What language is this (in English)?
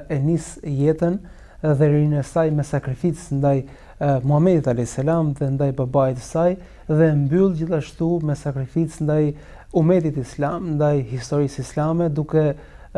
Albanian